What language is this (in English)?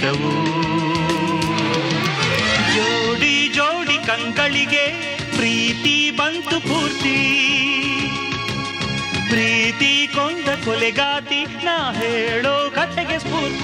Kannada